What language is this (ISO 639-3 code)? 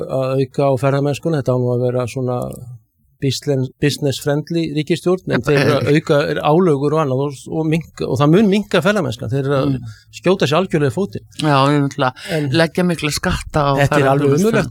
isl